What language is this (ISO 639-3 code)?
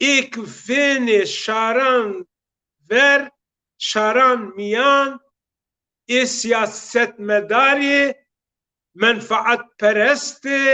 zza